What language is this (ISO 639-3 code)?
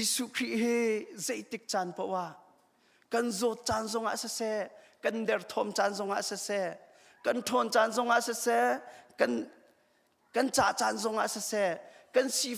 cnh